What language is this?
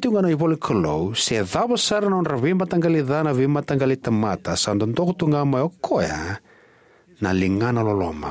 Fijian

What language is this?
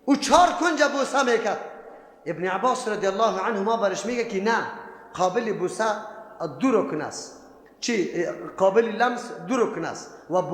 Persian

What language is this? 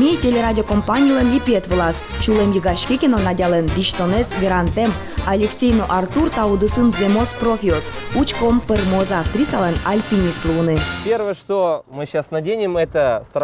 Udmurt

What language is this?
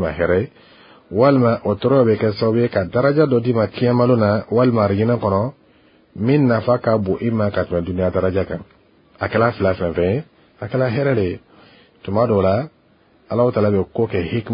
Bambara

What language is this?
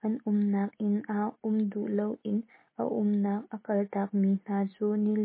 Hakha Chin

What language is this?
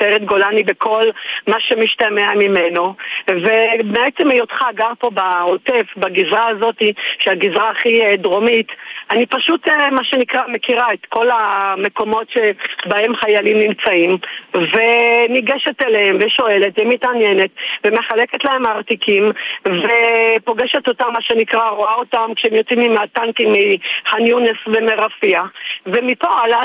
Hebrew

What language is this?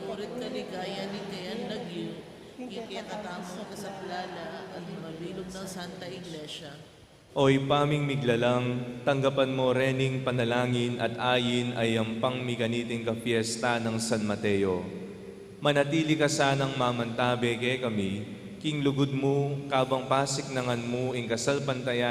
Pampanga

